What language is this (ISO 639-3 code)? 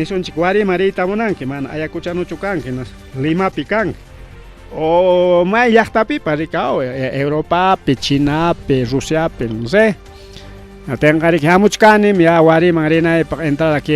quy